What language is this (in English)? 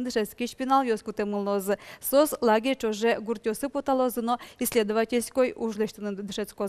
Udmurt